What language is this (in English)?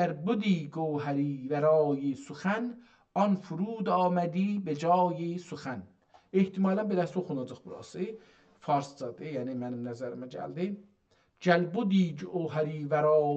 South Azerbaijani